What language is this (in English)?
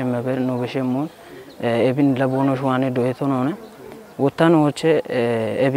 Kafa